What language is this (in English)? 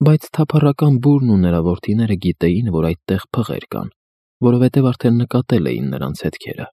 Armenian